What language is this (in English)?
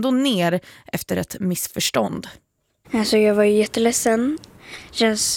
Swedish